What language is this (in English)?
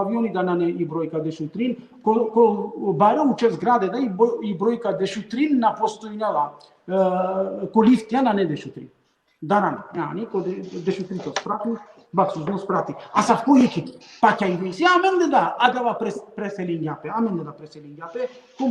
Balkan Romani